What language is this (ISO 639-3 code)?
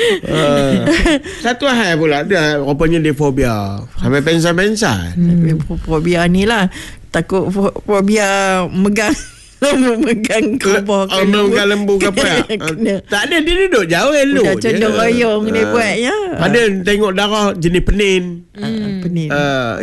msa